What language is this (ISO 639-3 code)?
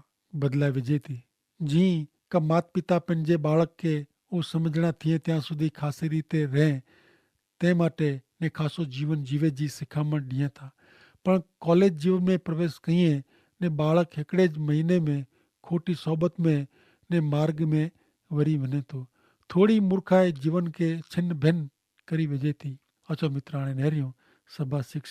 kfr